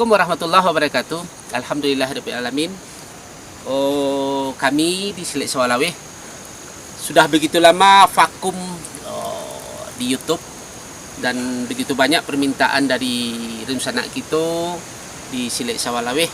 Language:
Minangkabau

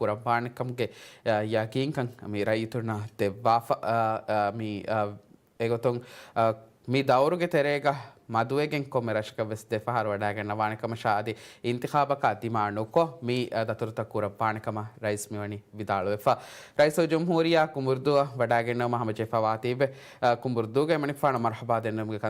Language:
Divehi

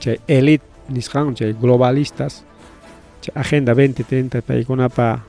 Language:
Ayacucho Quechua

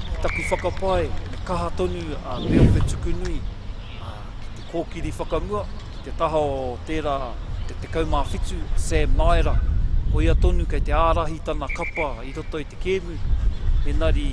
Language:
Māori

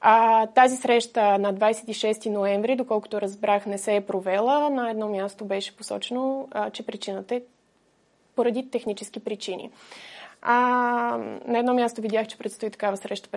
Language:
Bulgarian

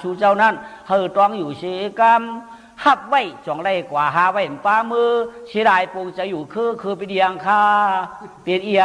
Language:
Shan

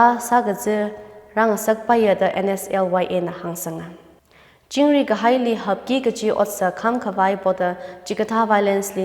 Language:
Tangkhul Naga (India)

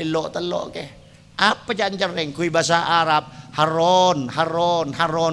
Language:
Madurese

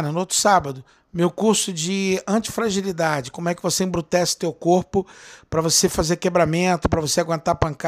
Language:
Portuguese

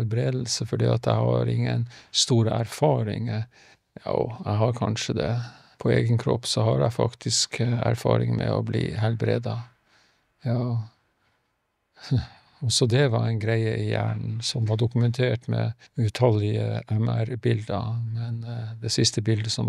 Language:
Norwegian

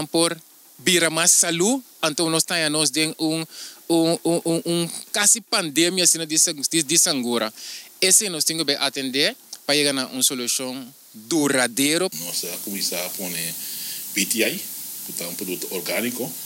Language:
Papiamento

